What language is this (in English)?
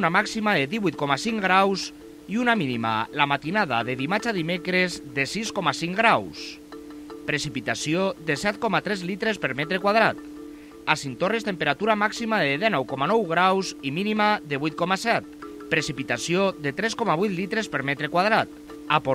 Catalan